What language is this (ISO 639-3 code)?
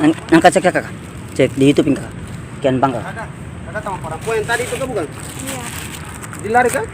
abs